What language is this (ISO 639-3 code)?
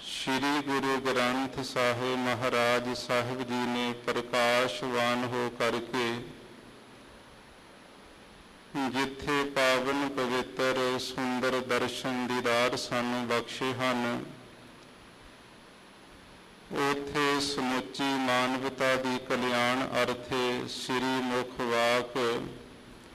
pan